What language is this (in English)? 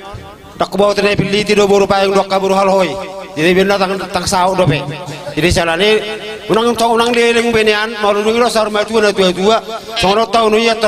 Batak Toba